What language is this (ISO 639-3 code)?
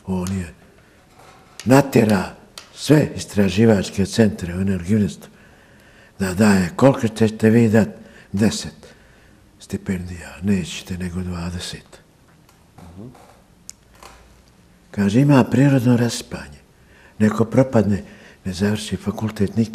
bos